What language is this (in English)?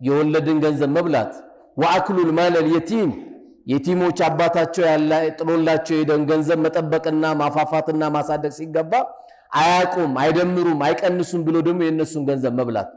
Amharic